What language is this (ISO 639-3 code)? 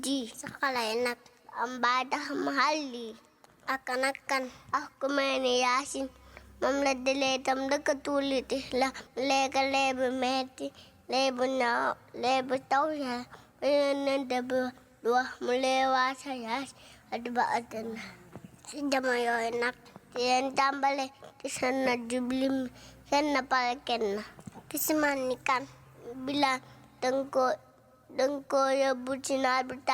wol